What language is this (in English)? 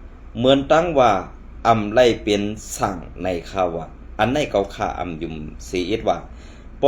Shan